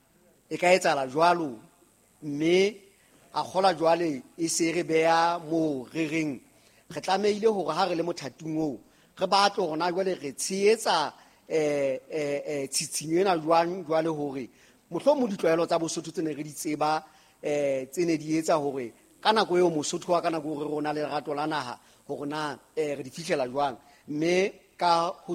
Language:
Southern Sotho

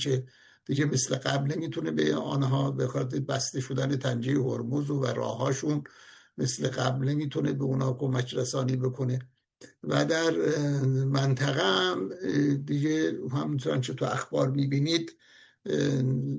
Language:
Persian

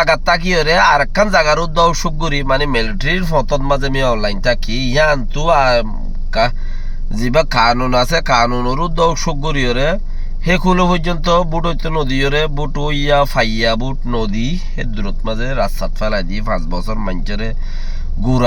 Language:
Rohingya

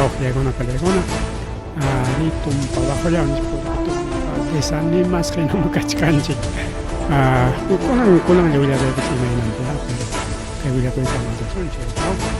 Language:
Ayacucho Quechua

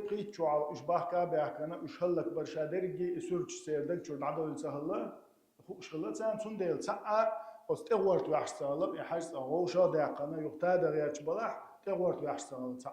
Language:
Chechen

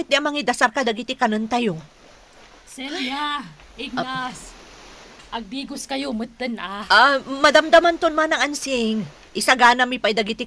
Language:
Iloko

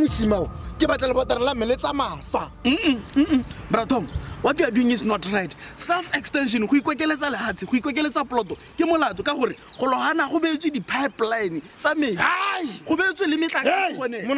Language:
Tswana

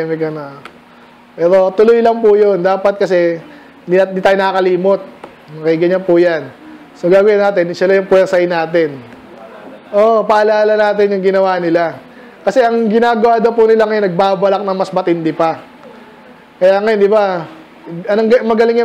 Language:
Filipino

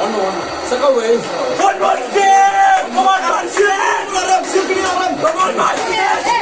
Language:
Khasi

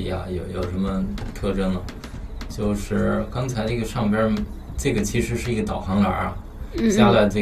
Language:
Chinese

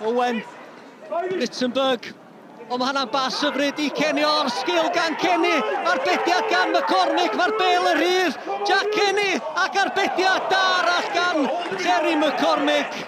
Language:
Welsh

